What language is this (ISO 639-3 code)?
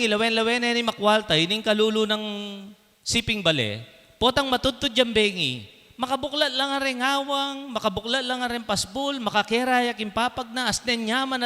pam